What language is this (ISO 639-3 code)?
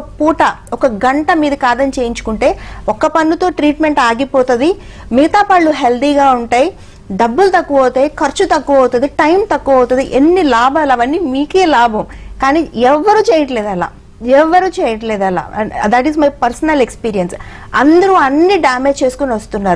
tel